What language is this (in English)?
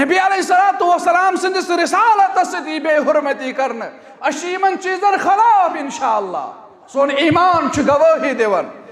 Kashmiri